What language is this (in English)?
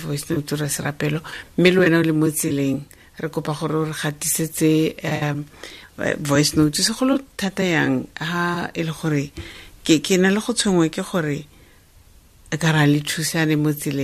Tswana